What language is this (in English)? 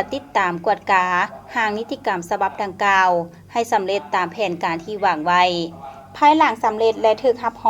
Lao